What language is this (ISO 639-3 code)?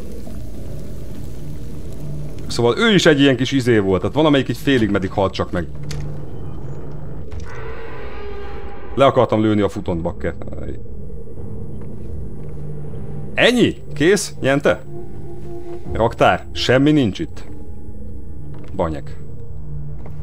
hun